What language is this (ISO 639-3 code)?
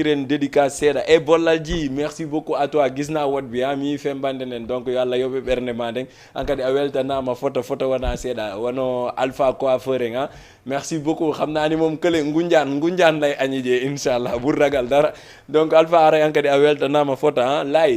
ful